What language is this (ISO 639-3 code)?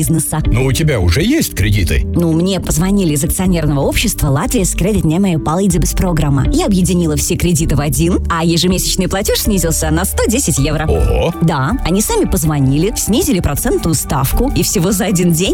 rus